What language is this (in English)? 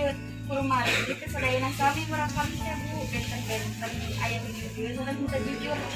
Sundanese